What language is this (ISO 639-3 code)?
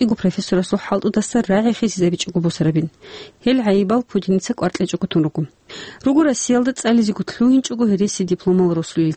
ava